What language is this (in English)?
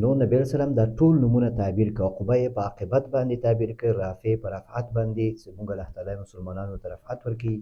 Pashto